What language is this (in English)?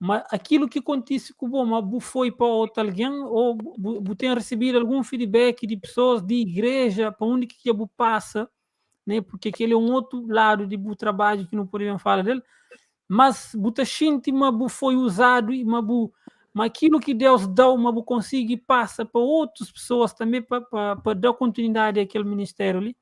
Kabuverdianu